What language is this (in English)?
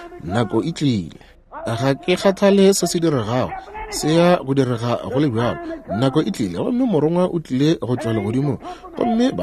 Northern Sotho